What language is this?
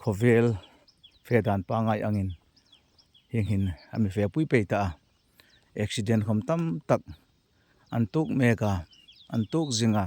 Hmar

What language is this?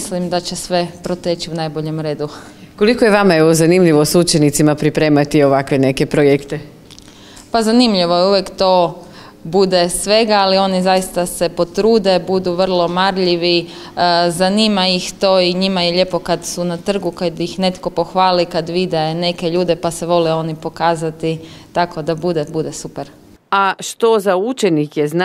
Croatian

